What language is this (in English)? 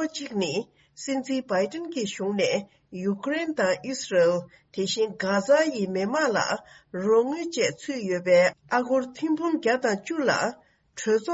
Tibetan